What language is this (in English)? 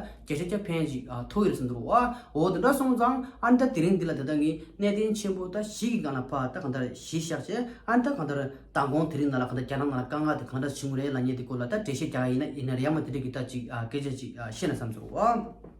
Tibetan